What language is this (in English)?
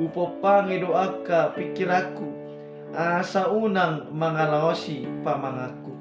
Batak Toba